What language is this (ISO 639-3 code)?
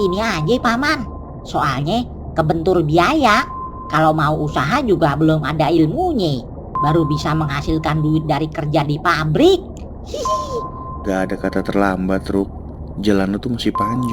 bew